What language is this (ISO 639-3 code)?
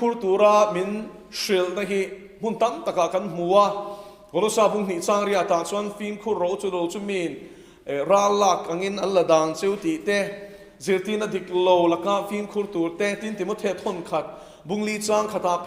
lus